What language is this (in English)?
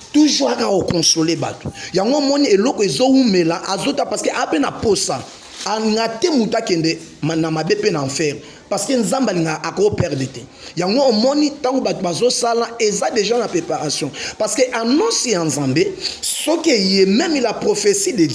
Lingala